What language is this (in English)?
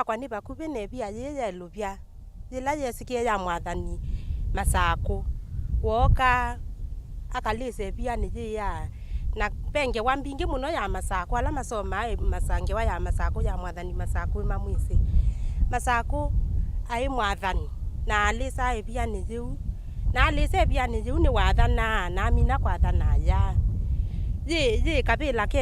Kamba